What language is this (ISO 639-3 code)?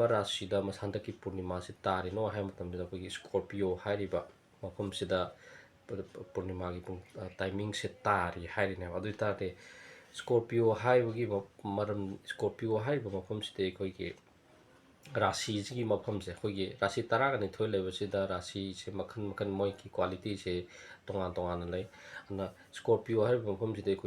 mni